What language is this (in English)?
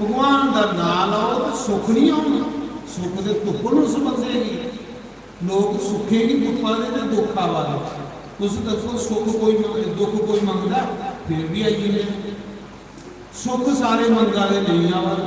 Dogri